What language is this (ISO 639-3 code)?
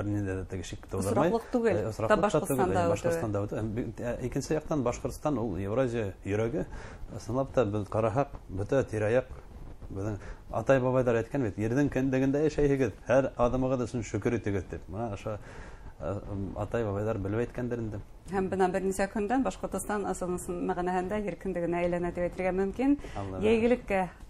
bak